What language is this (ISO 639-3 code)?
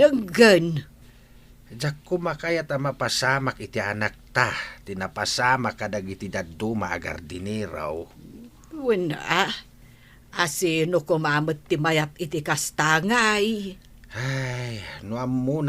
ilo